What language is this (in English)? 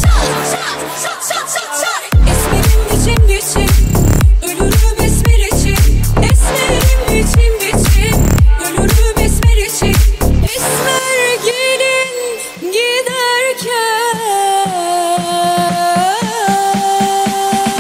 Turkish